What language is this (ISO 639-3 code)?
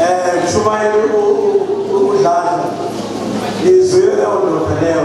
zul